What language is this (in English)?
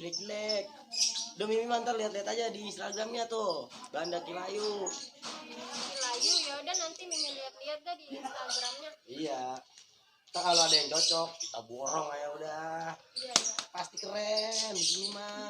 Betawi